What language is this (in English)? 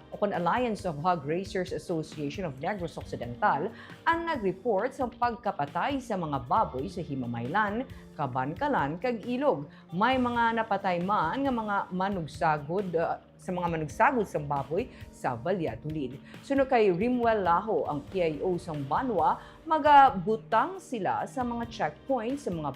Hiligaynon